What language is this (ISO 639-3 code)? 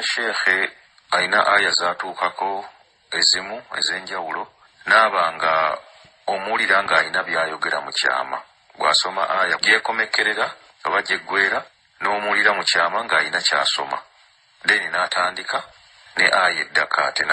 lug